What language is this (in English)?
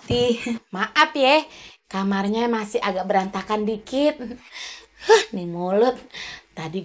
Betawi